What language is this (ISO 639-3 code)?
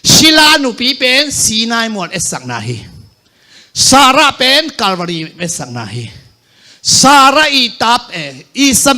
ctd